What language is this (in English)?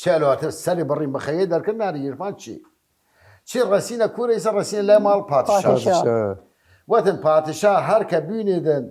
Southern Kurdish